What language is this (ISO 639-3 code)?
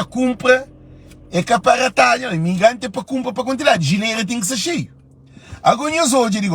kea